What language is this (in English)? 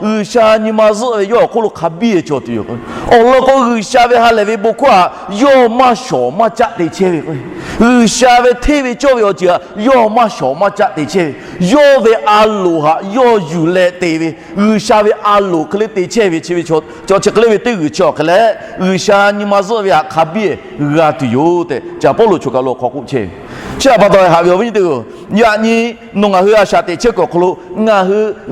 Lahu